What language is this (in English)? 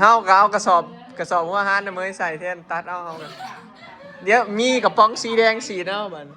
Northeastern Thai